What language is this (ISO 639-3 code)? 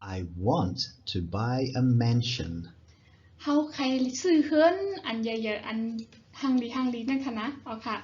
shn